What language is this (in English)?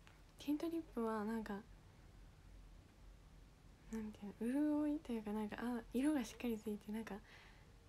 Japanese